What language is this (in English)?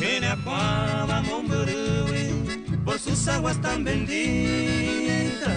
Guarani